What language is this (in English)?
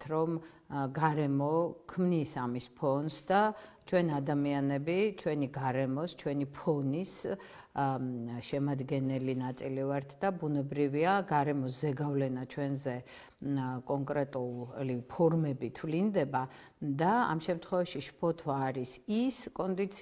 Georgian